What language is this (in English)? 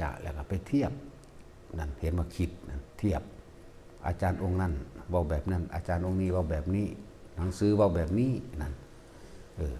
Northeastern Thai